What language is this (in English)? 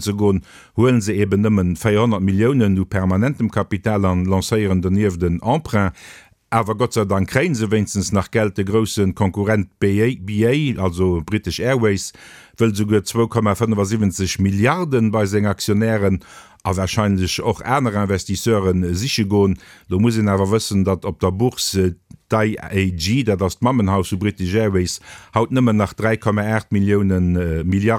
Luxembourgish